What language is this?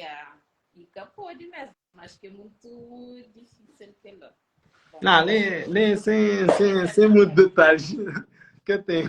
Kabuverdianu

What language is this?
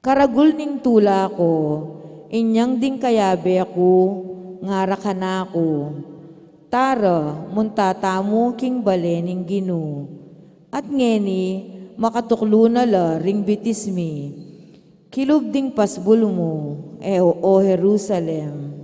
Pampanga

